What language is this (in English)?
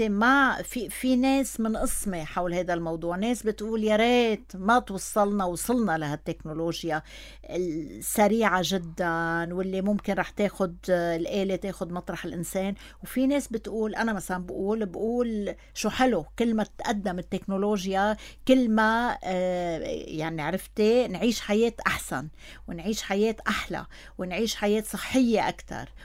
North Levantine Arabic